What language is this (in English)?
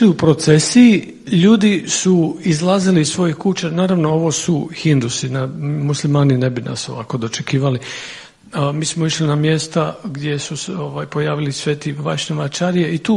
Serbian